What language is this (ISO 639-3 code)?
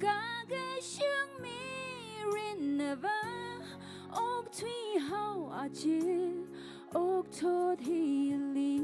nmf